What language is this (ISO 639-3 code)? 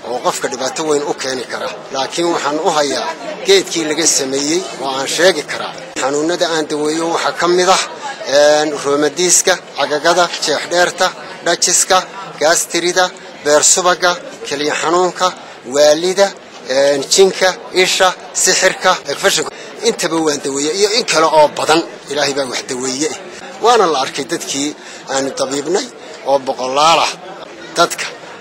som